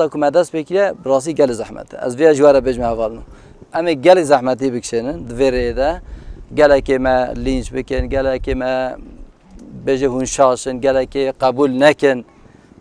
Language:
Kurdish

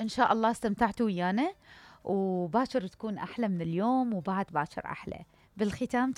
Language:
Mesopotamian Arabic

